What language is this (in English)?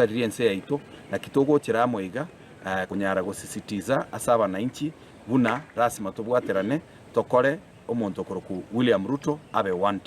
Gusii